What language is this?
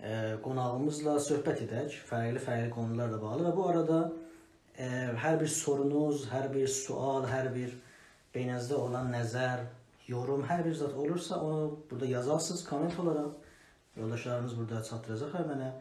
South Azerbaijani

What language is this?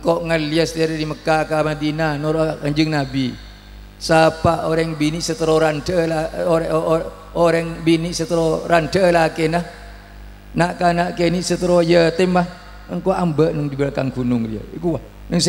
Madurese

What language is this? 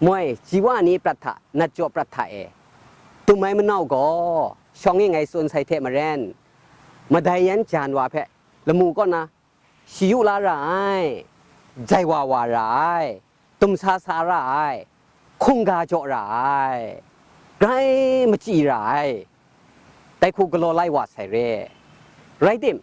Kachin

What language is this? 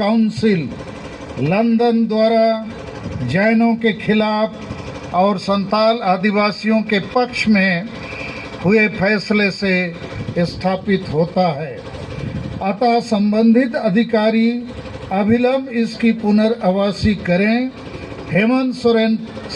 Santali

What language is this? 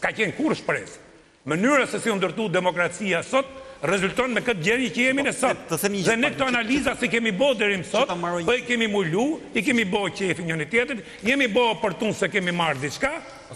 Albanian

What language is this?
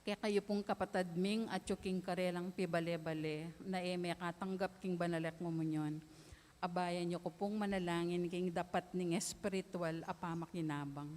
Pampanga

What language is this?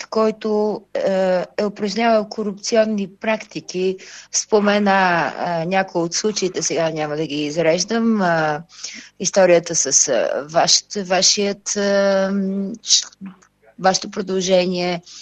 Bulgarian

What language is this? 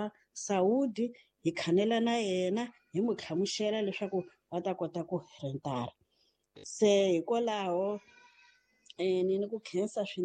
Tsonga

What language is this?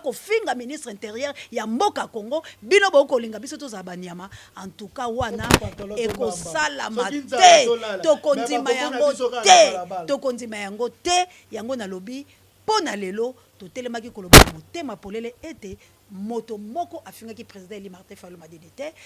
Lingala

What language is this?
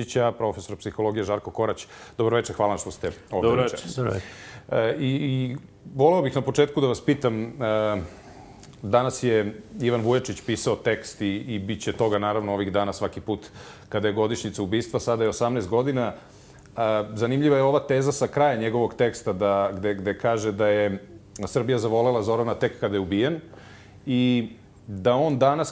Serbian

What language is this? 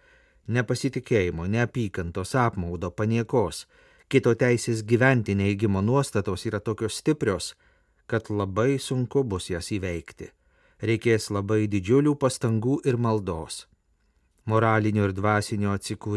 Lithuanian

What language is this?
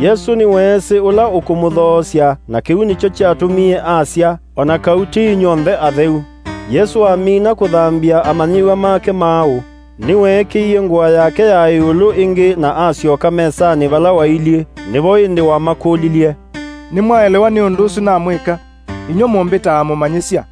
Kamba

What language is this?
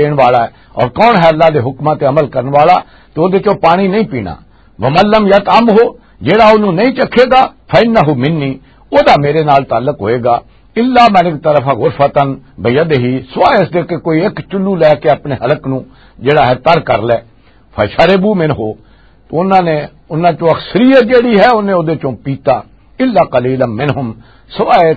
Western Panjabi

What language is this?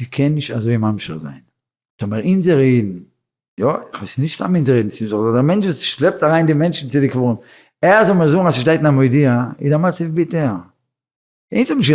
Yiddish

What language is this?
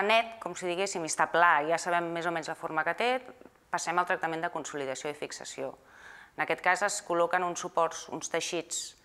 Catalan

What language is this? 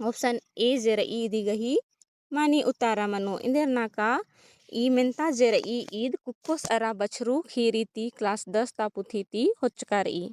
Kurukh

